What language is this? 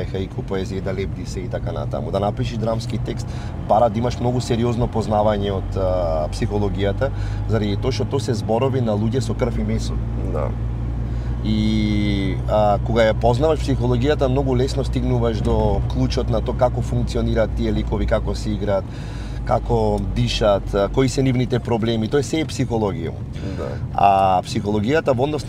Macedonian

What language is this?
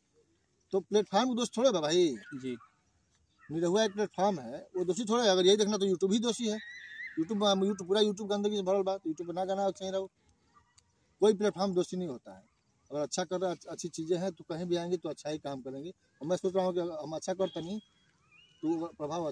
Bhojpuri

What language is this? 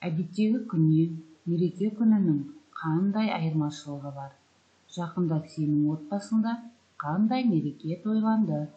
Kazakh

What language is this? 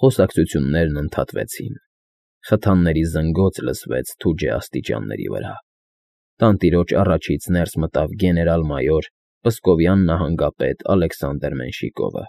Armenian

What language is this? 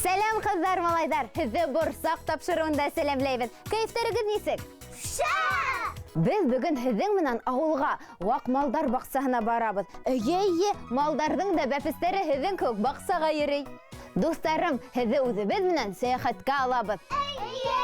Bashkir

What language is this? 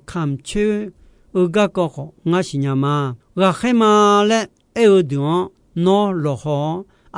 Akha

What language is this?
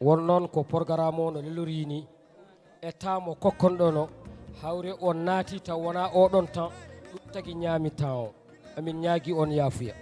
Fula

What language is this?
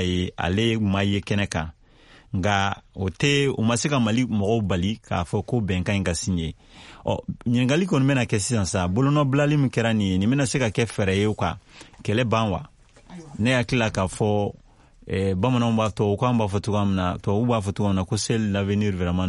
Bambara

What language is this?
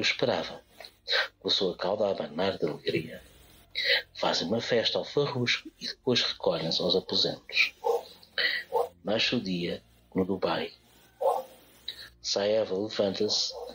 Portuguese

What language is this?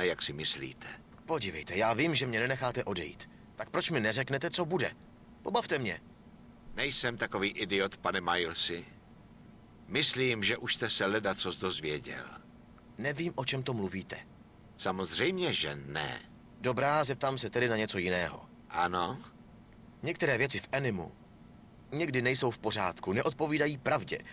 Czech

